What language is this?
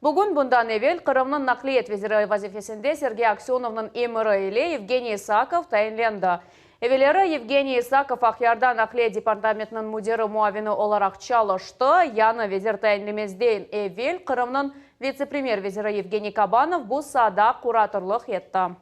Crimean Tatar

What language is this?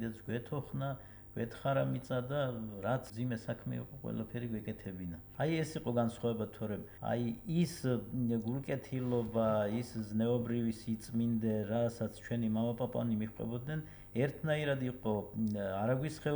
Georgian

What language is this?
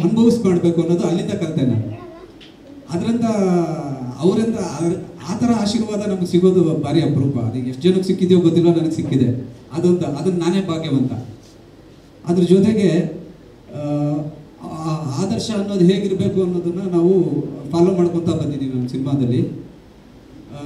Kannada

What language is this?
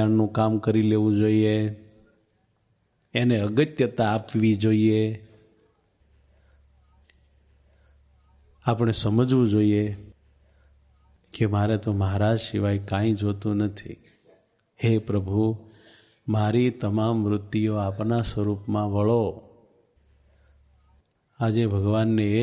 Gujarati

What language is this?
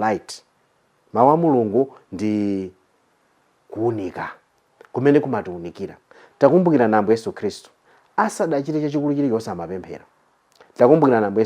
Nyanja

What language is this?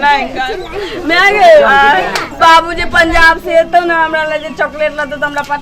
Maithili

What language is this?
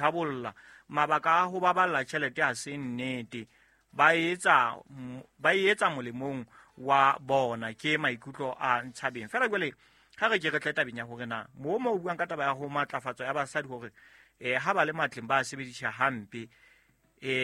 Southern Sotho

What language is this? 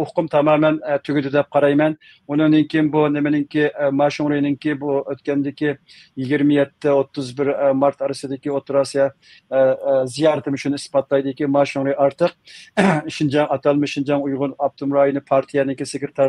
Uyghur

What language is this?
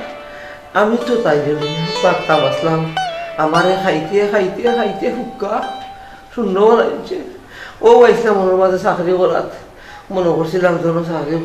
Sylheti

